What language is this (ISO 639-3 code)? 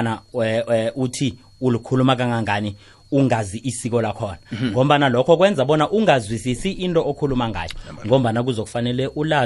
nbl